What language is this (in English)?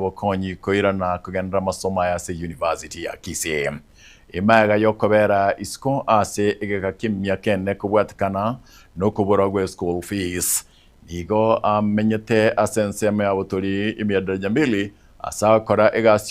Gusii